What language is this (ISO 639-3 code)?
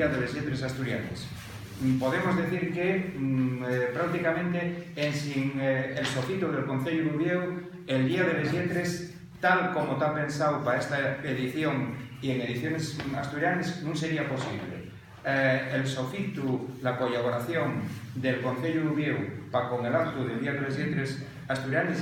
ast